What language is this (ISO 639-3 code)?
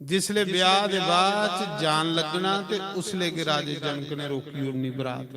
doi